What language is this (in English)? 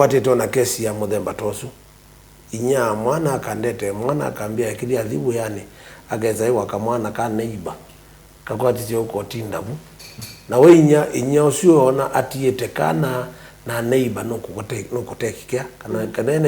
Kamba